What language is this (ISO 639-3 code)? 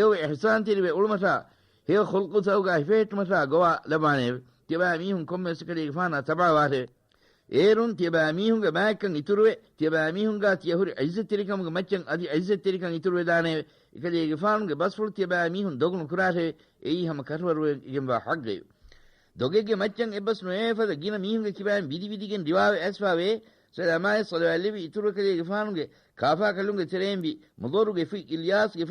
div